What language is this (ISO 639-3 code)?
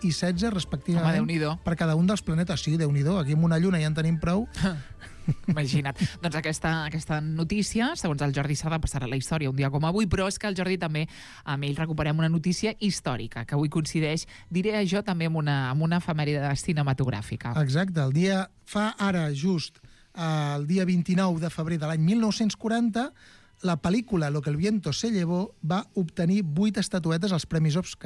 cat